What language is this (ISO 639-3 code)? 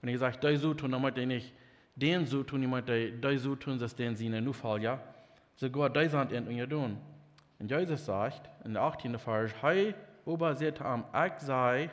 pdt